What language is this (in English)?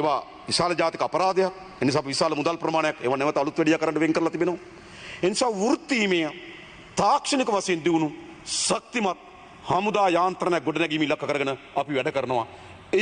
Sinhala